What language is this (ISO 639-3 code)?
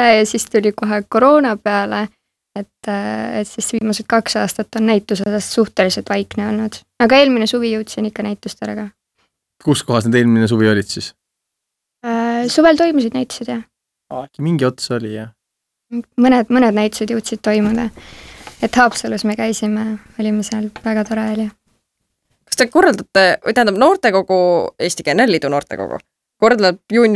est